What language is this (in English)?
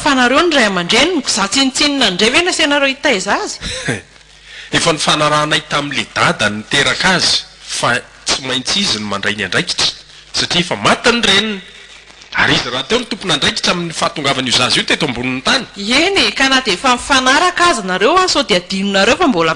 Malagasy